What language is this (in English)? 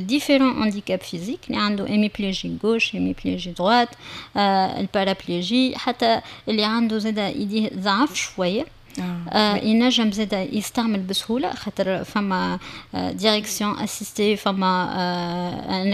Tunisian Arabic